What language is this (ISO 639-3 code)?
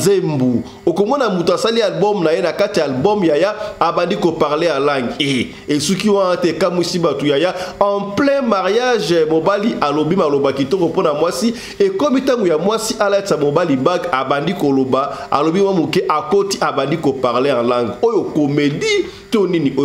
lin